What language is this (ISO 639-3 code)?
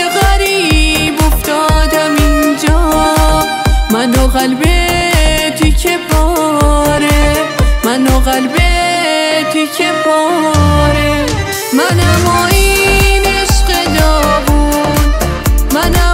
fas